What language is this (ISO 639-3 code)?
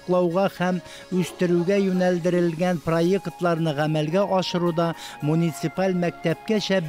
tat